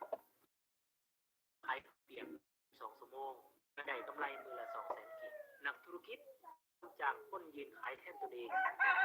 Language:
Lao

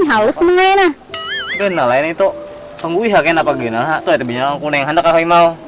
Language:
Banjar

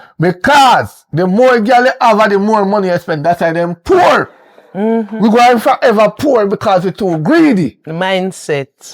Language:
Jamaican Creole English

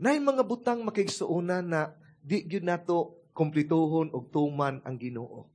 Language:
Cebuano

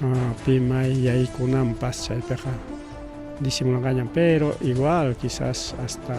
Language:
Ayacucho Quechua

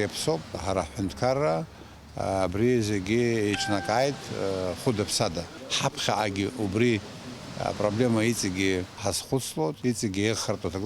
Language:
Abkhazian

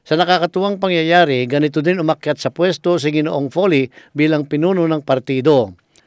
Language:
Filipino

